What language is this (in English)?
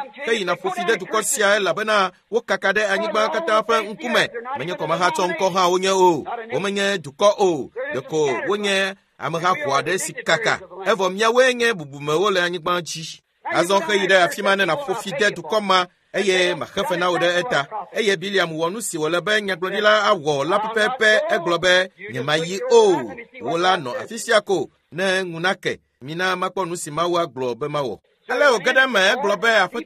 Ewe